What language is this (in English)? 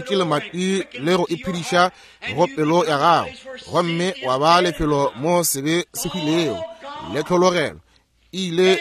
Northern Sotho